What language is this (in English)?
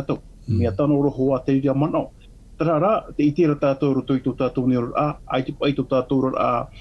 Tahitian